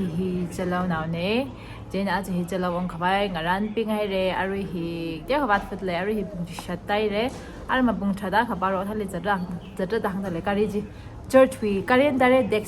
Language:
Tangkhul Naga (India)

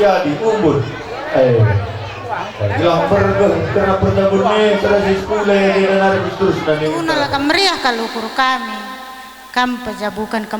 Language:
Batak Karo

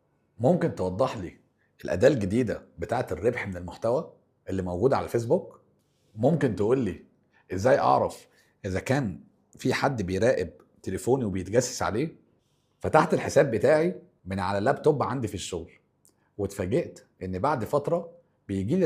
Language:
Egyptian Arabic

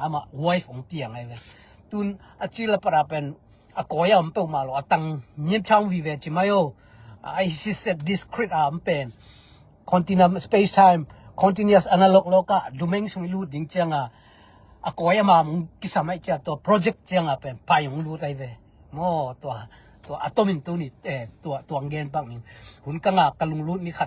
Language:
Tedim Chin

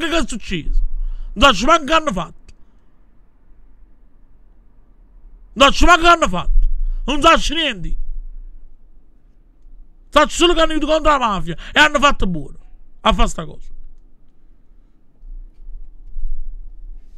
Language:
Italian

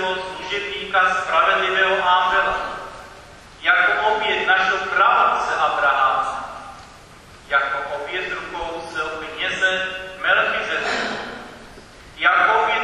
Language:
Czech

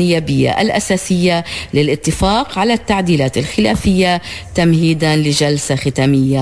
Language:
Arabic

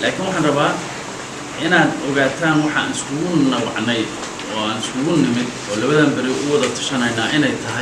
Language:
Somali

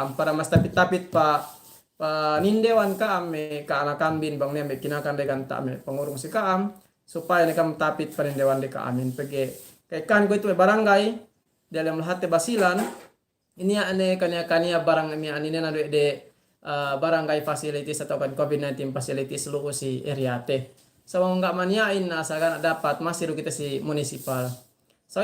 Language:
Yakan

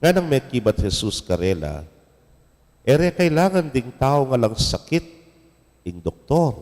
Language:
Pampanga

